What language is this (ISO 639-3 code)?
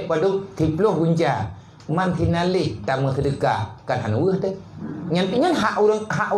ace